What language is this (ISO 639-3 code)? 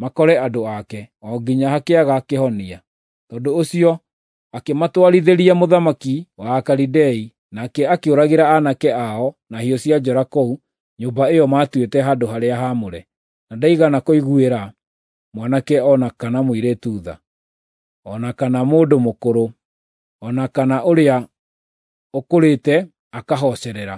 kik